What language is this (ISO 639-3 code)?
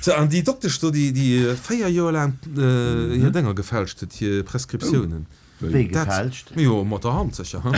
ltz